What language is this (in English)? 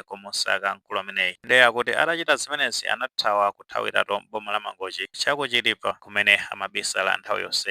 Nyanja